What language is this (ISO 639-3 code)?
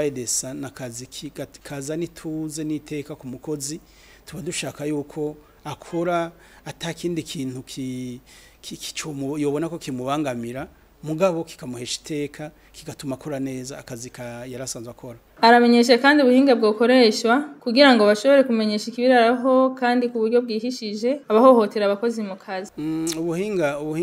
run